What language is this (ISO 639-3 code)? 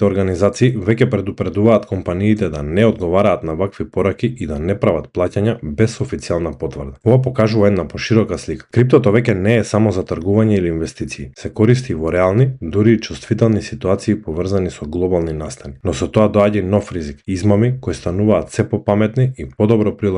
mkd